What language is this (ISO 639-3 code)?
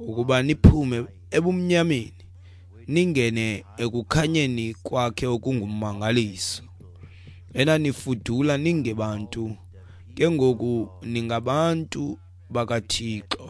xho